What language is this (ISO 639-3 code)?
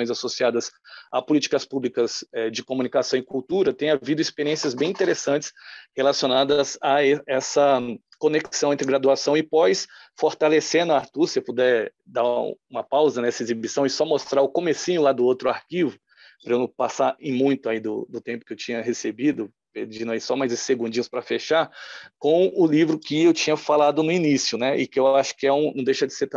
por